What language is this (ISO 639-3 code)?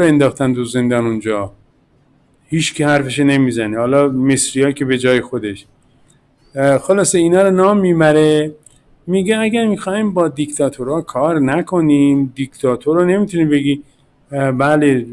fas